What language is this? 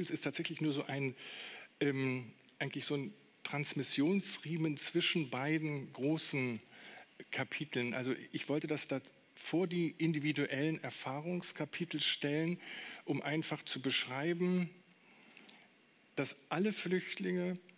German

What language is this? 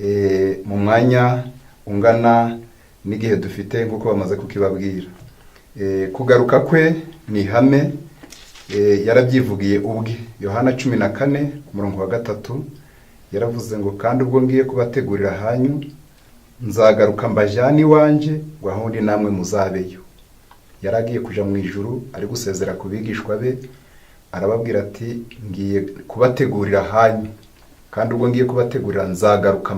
Kinyarwanda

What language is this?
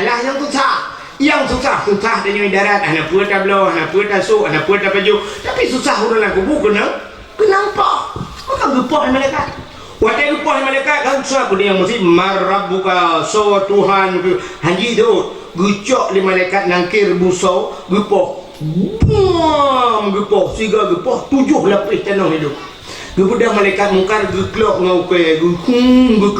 Achinese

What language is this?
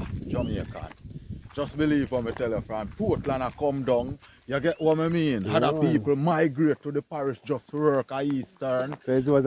Jamaican Creole English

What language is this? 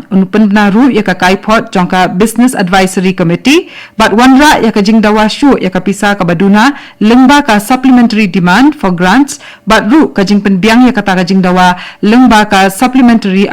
Khasi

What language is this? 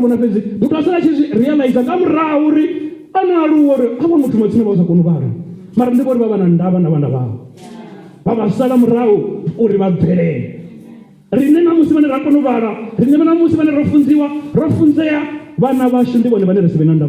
Venda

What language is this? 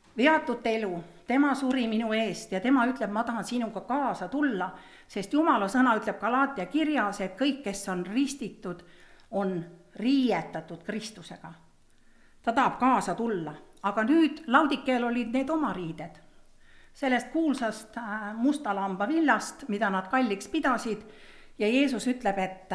Estonian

